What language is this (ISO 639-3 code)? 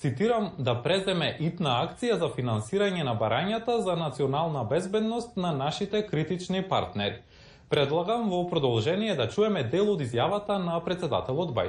mkd